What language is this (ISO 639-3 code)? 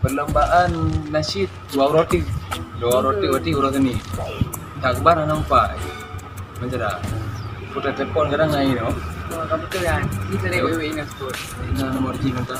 ace